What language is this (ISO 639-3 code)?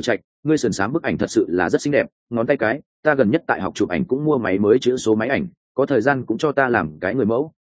vie